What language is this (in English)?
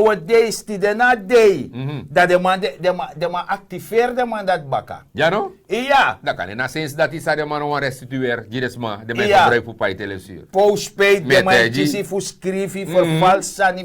Sranan Tongo